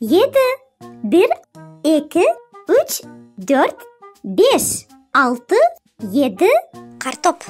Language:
Crimean Tatar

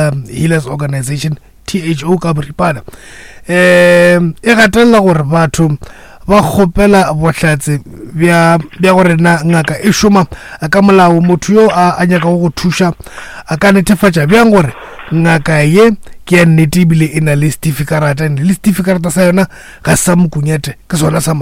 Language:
Northern Sotho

